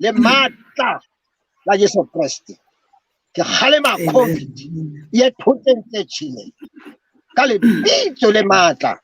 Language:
Southern Sotho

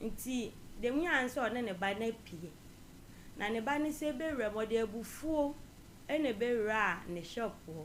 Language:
Akan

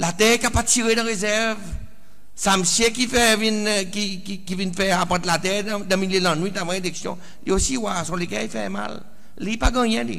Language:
Seselwa Creole French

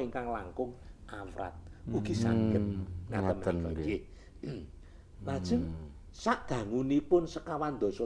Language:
Javanese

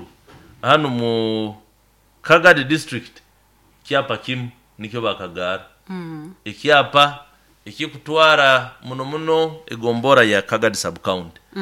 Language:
Nyoro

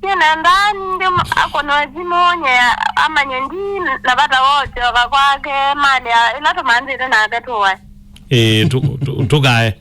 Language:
Kamba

